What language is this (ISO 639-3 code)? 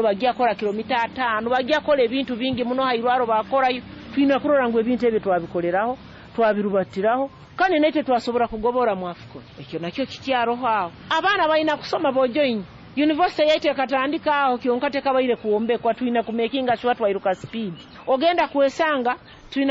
nyo